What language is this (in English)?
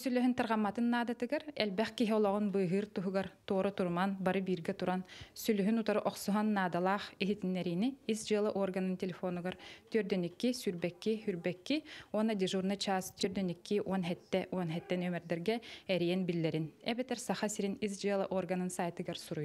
Yakut